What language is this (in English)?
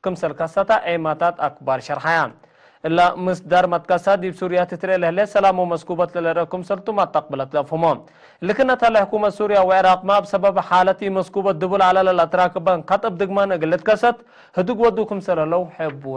Tigre